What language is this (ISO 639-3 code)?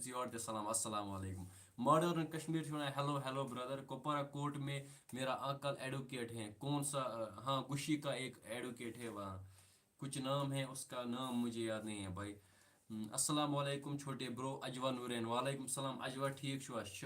kas